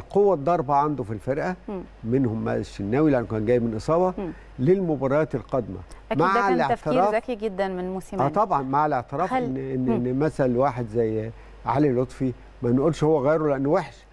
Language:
Egyptian Arabic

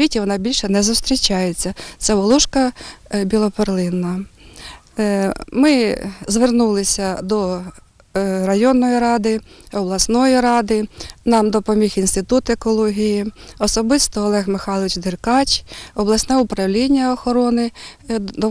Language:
Ukrainian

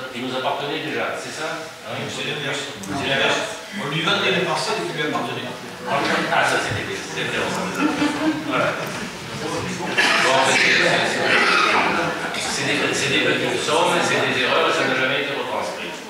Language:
French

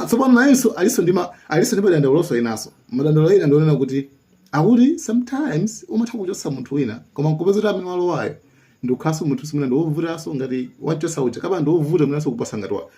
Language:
Nyanja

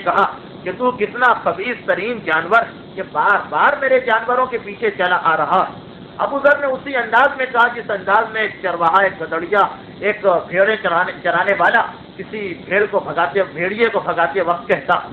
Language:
Urdu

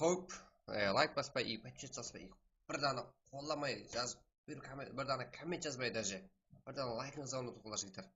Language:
Kara-Kalpak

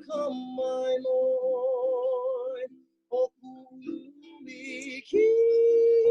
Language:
Hawaiian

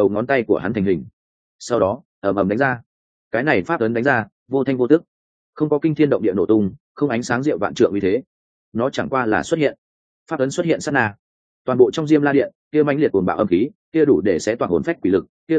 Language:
Vietnamese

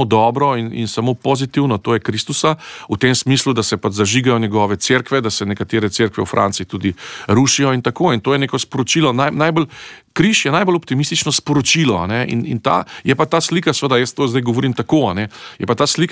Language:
Slovenian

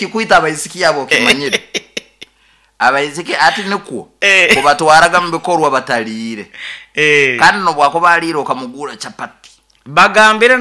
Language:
Nyoro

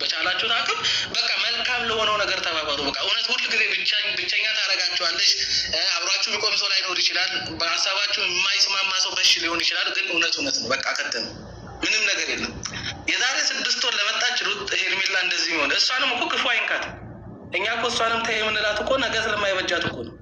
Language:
Amharic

